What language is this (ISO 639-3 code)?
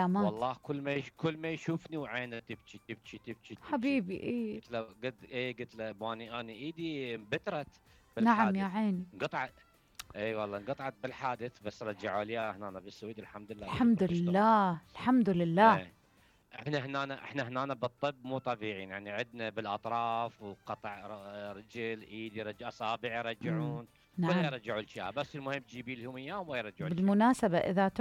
acm